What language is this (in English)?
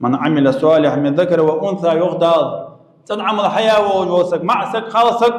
Ingush